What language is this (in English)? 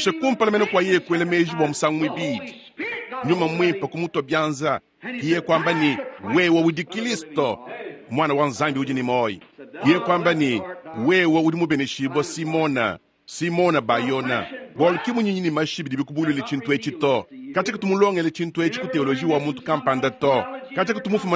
Luba-Lulua